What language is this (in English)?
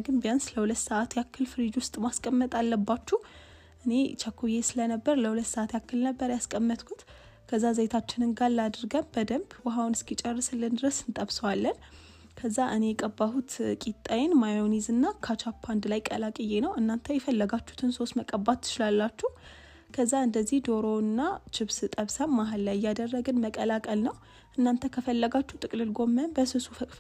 Amharic